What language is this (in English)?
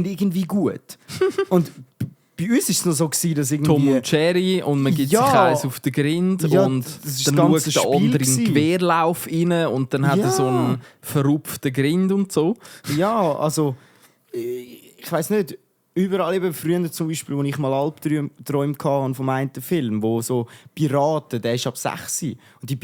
Swiss German